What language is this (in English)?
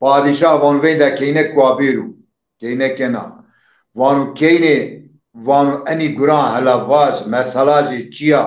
Zaza